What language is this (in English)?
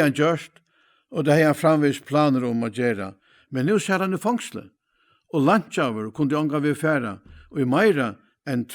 Faroese